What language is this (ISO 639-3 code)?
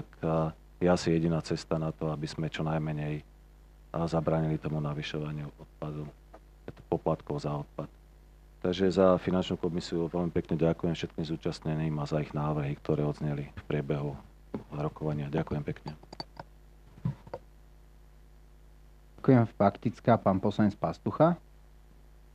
slk